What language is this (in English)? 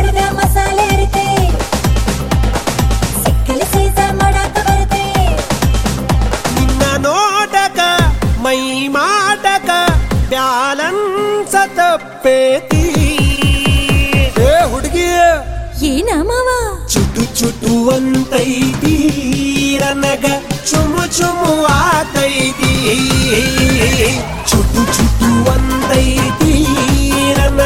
Kannada